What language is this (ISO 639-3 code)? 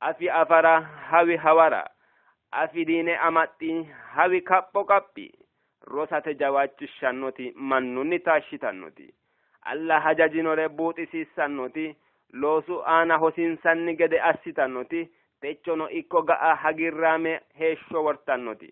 sid